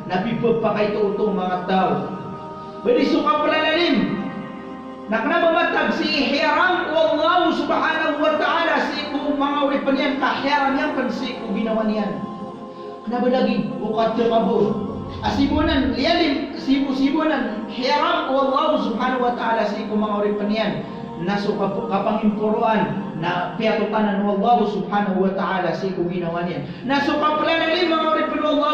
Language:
Maranao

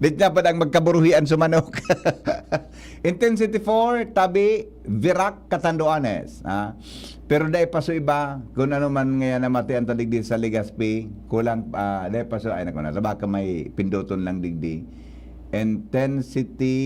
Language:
Bikol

